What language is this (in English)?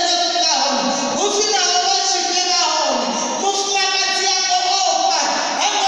Venda